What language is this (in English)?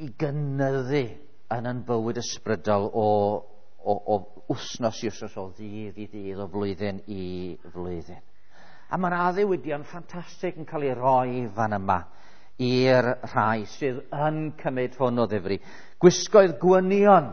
Welsh